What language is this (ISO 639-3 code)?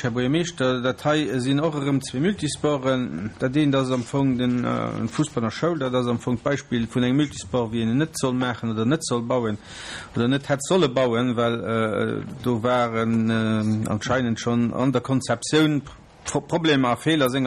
ltz